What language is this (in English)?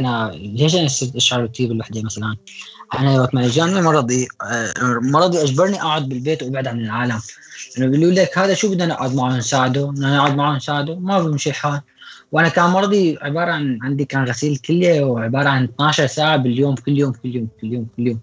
North Levantine Arabic